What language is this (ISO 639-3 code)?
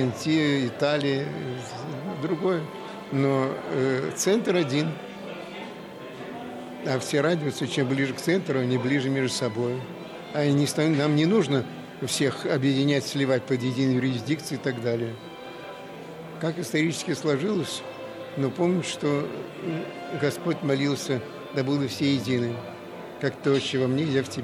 rus